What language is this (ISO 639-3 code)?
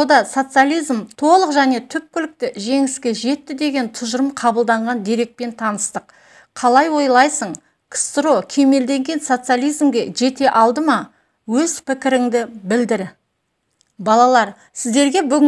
kaz